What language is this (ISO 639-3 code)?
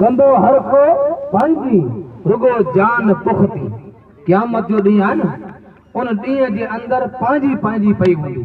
snd